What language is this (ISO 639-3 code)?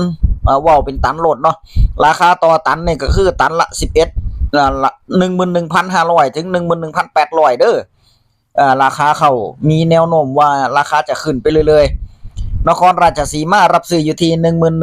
tts